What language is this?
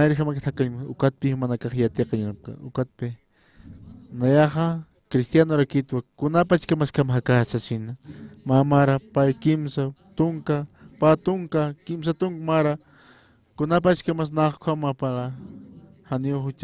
Aymara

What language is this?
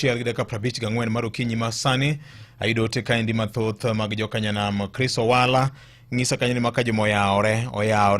Luo (Kenya and Tanzania)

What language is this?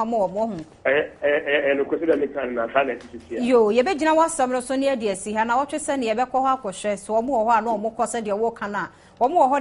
Akan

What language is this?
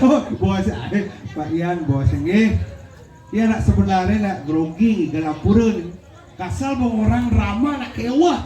Balinese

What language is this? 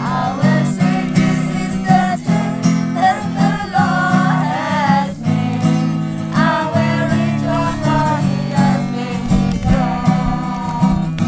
S'gaw Karen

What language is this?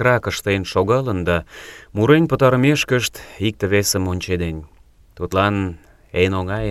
Mari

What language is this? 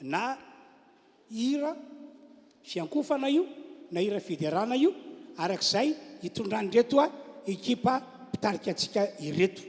Malagasy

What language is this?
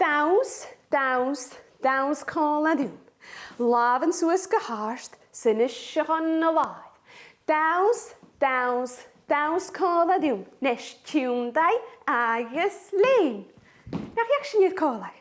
Scottish Gaelic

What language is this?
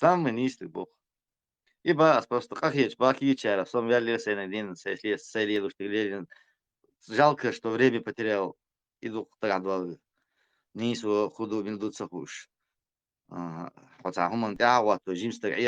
Chechen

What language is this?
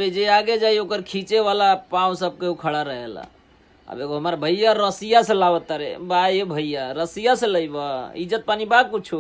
Bhojpuri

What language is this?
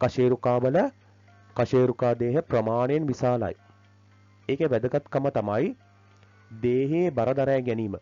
Sinhala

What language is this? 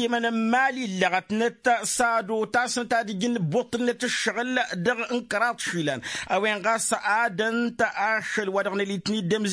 Tamasheq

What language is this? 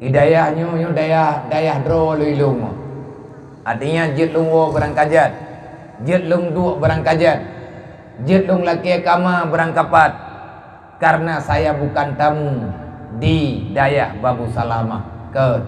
Achinese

